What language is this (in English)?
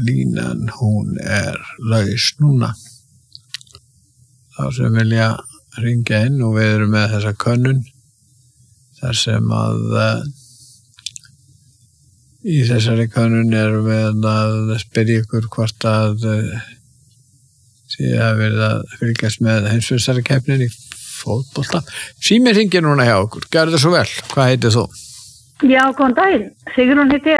Icelandic